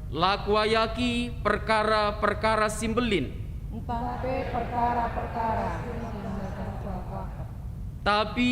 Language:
Batak Karo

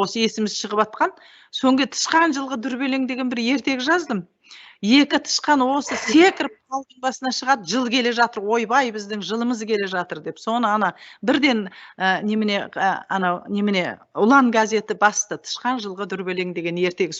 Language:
Kazakh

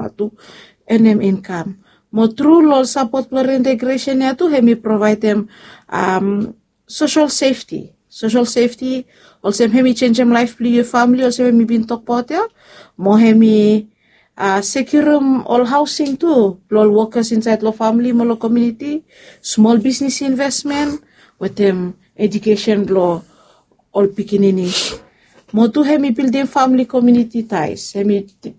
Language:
Bislama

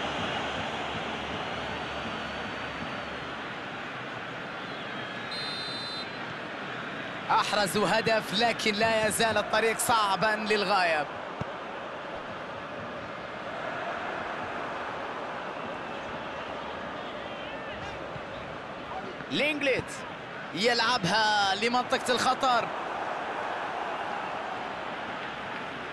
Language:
Arabic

